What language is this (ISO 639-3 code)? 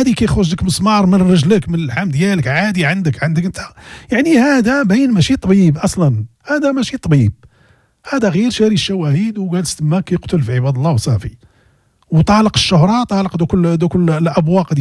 ary